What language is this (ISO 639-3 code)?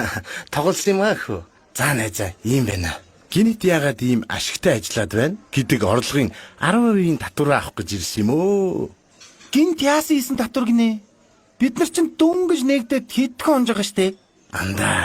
mon